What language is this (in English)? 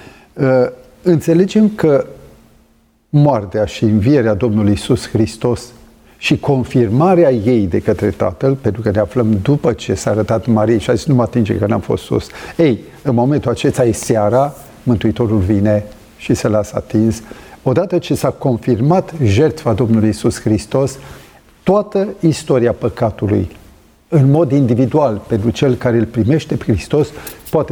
Romanian